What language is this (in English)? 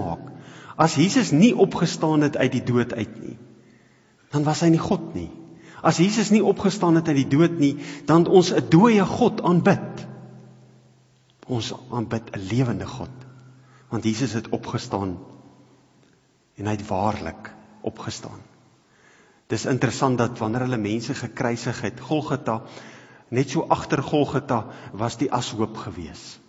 Afrikaans